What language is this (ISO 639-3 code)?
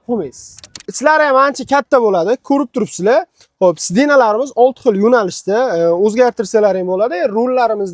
uzb